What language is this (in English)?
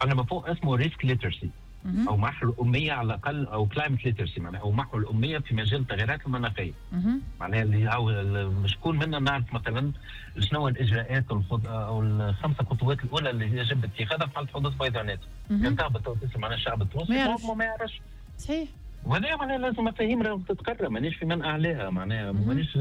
Tunisian Arabic